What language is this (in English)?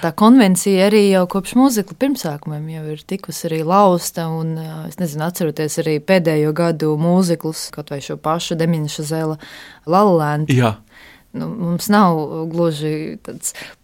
Latvian